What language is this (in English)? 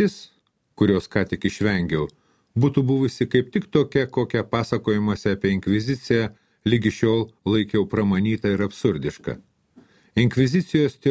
Lithuanian